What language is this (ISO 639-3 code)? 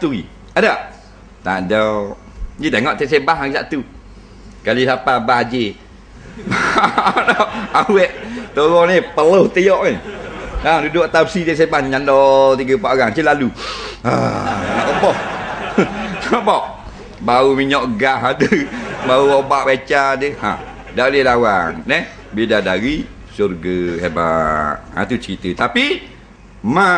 msa